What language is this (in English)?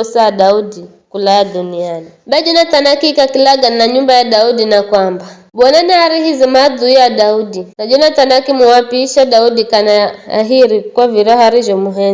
Giryama